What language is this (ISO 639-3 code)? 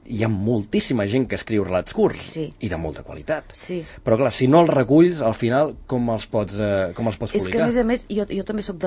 cat